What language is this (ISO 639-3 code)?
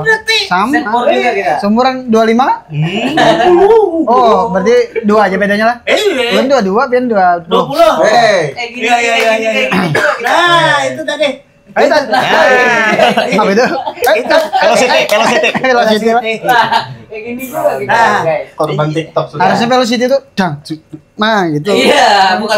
bjn